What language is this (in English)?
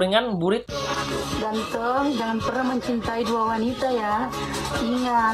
Banjar